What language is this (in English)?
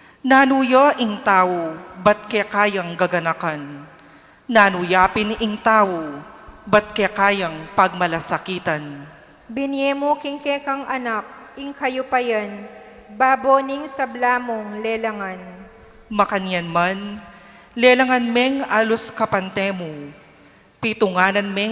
Pampanga